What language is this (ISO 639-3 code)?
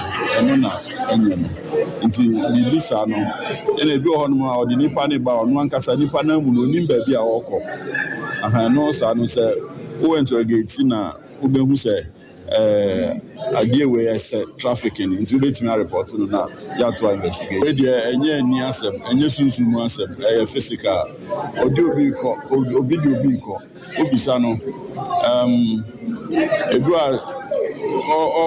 aka